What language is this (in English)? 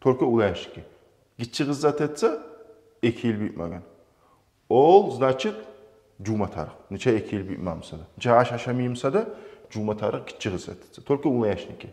Kumyk